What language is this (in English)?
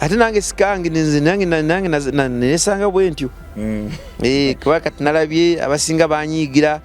Ganda